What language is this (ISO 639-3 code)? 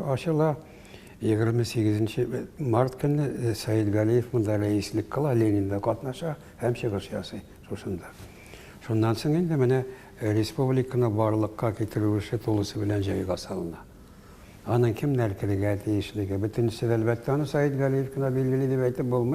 tat